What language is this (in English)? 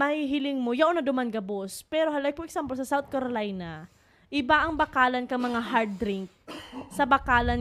Bikol